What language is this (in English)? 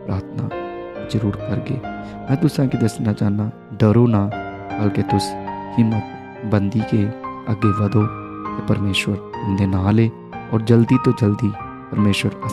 Dogri